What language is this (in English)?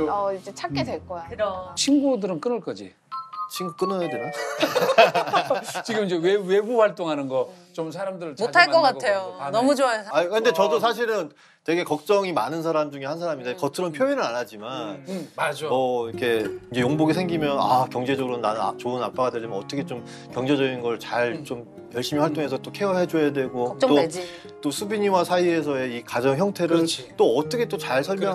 Korean